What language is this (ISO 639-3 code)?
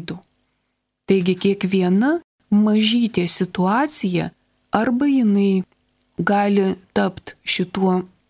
lit